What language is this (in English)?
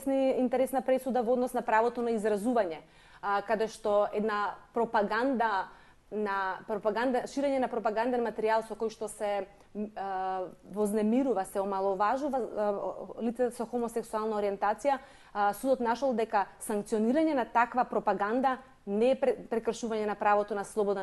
Macedonian